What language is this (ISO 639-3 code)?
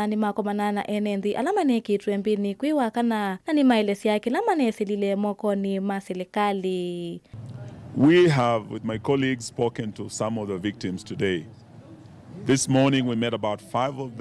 kam